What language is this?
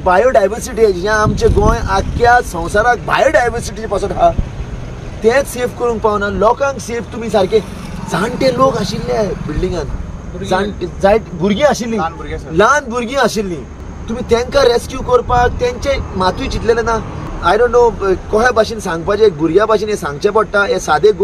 Konkani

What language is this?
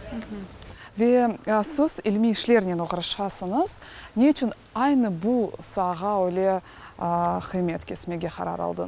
Crimean Tatar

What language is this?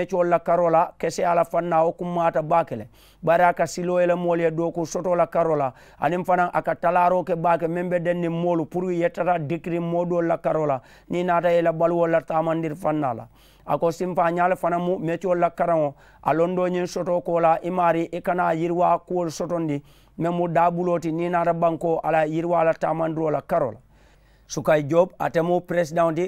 Mandingo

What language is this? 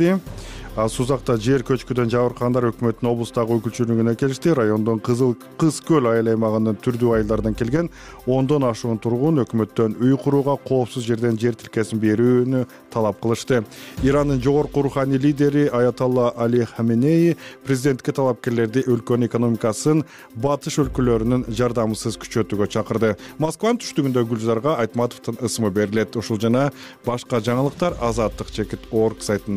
Kyrgyz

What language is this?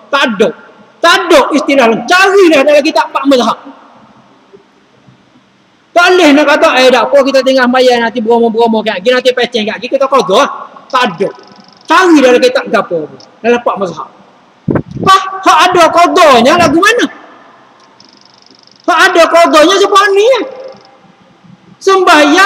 Malay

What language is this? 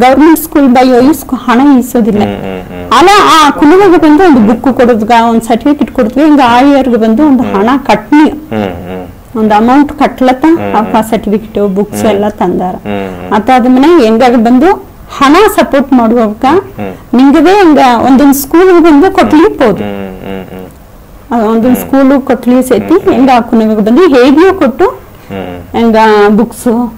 Badaga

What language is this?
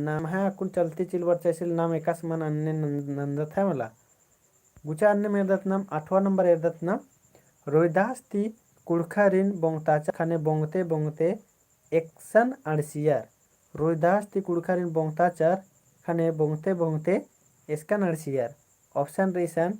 Kurukh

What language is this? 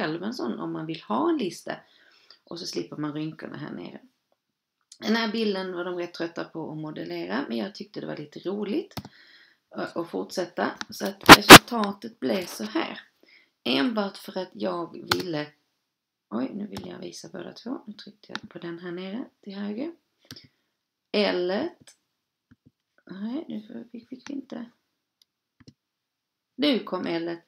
Swedish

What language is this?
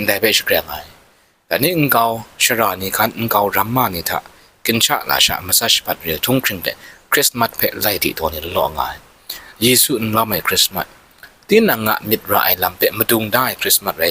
Kachin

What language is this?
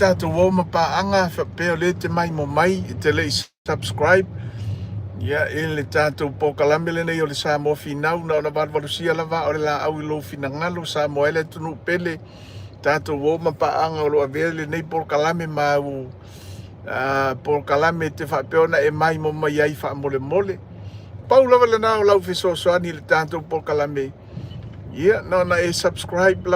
Samoan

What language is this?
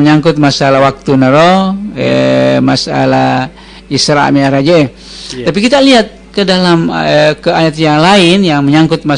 Buginese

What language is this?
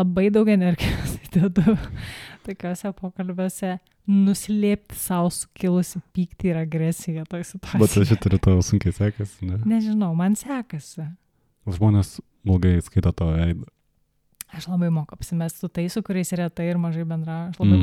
Lithuanian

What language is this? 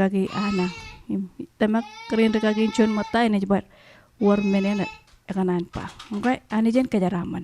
Marshallese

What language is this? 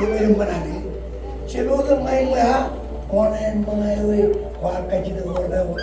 Marshallese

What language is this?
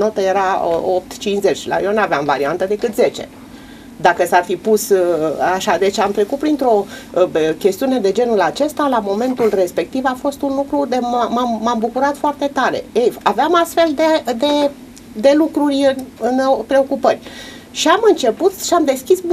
Romanian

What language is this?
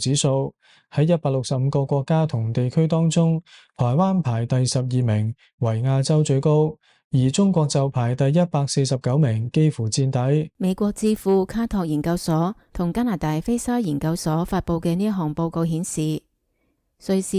Cantonese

